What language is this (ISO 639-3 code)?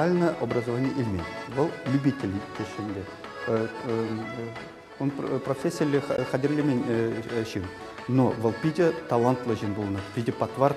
chv